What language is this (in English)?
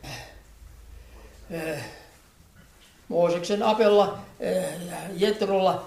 Finnish